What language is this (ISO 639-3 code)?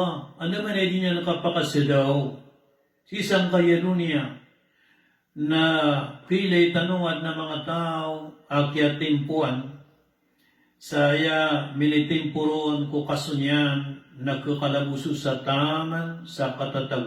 mrw